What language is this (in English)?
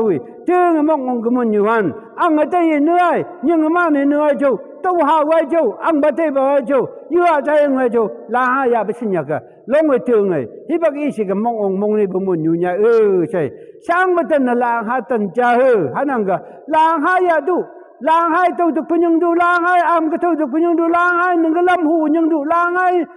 Phom Naga